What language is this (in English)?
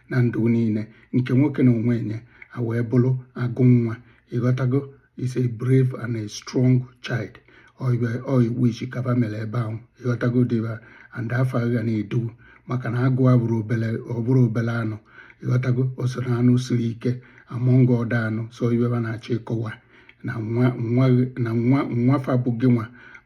Igbo